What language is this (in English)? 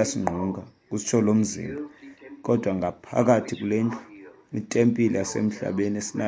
Xhosa